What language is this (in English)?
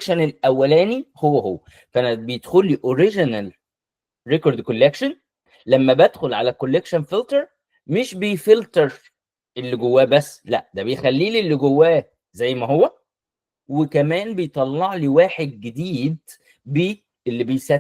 Egyptian Arabic